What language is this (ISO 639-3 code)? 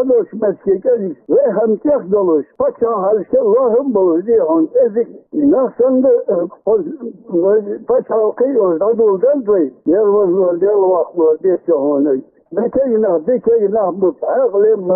inh